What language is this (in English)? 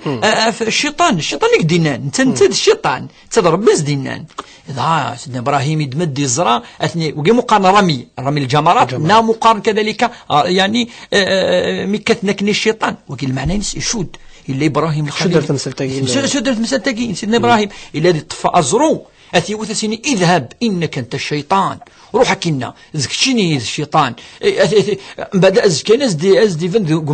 Kabyle